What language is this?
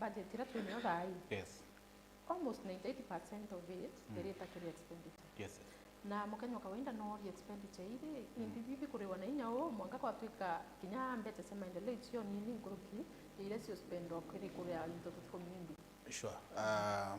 Meru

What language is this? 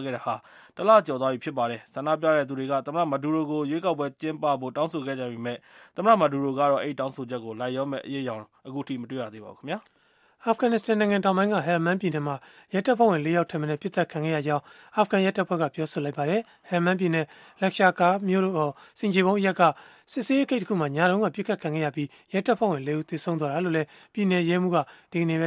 Burmese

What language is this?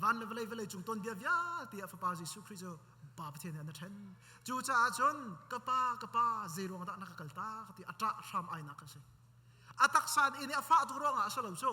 Hakha Chin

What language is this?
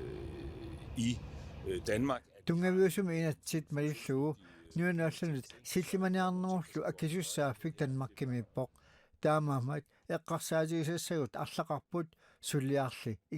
Kalaallisut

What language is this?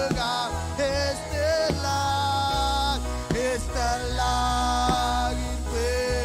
Marshallese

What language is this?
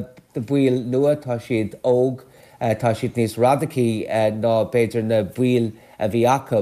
Irish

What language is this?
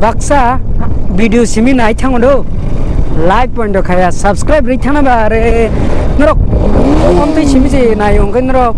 Kok Borok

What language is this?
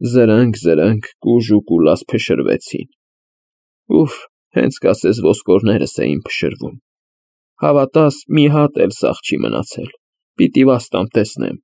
Armenian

